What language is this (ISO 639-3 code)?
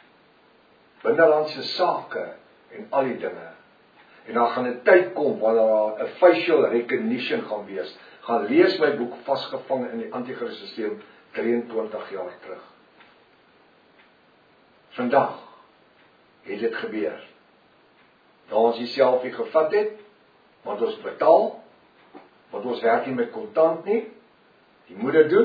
afr